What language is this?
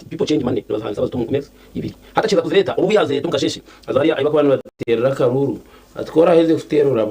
Nyankole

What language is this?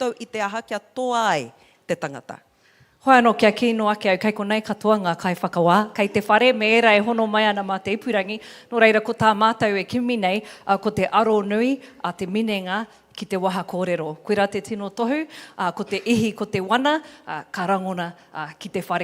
Māori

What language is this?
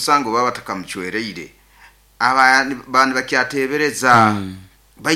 Nyankole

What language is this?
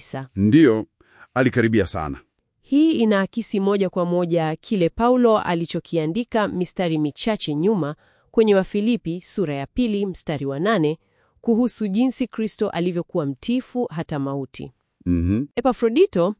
Swahili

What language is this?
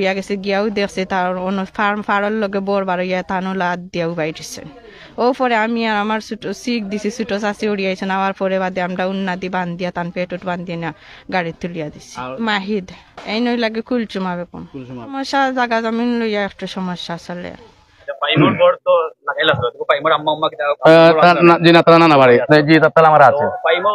Sylheti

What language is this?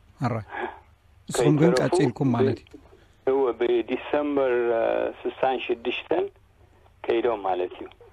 Tigrinya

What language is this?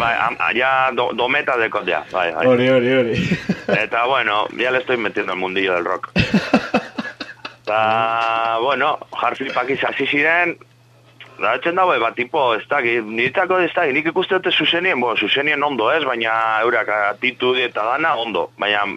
Basque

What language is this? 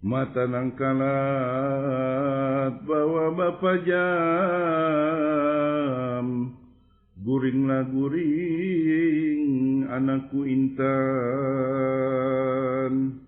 Banjar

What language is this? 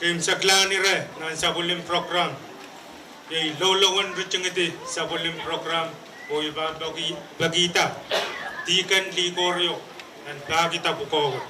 Pohnpeian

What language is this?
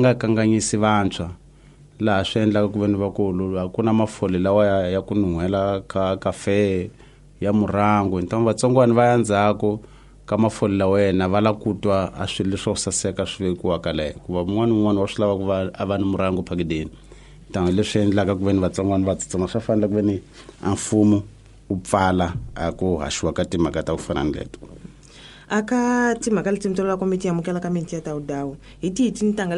Tsonga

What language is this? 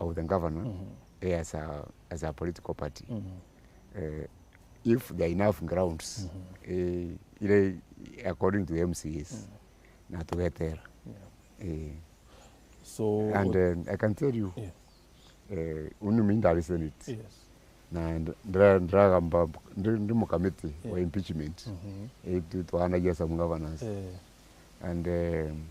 Meru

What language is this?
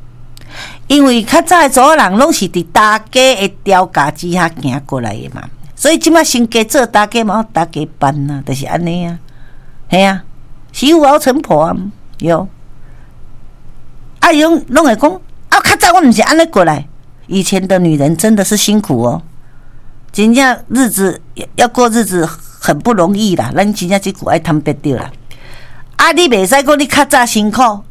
Min Nan Chinese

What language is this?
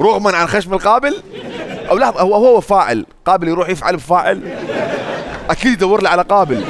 Mesopotamian Arabic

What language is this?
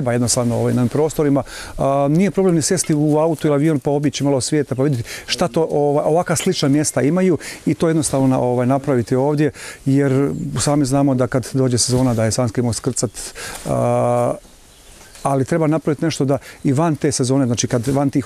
Bosnian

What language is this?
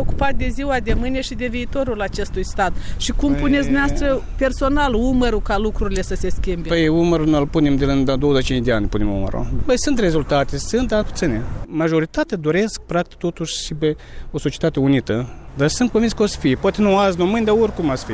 Romanian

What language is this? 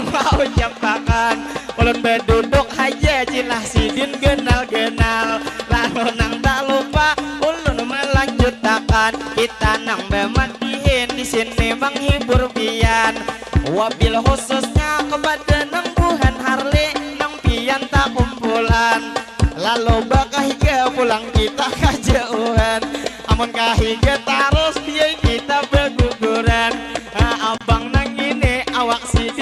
Banjar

